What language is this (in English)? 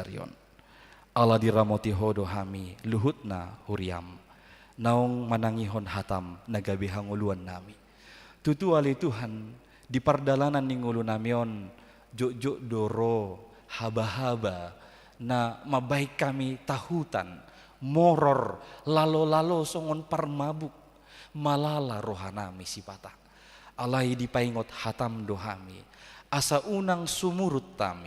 Batak Toba